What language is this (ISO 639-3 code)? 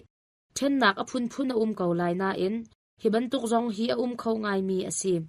cnh